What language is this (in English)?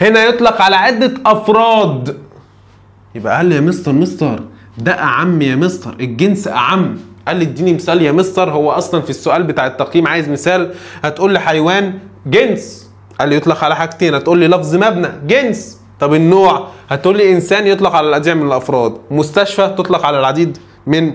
Egyptian Arabic